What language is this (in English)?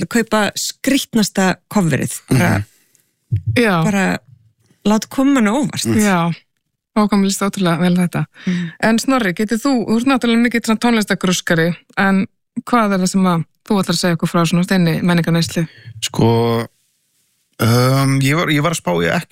Icelandic